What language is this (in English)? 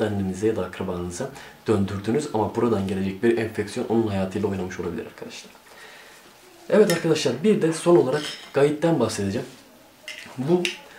Turkish